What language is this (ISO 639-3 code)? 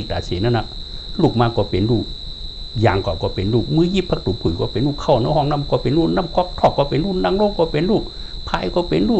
shn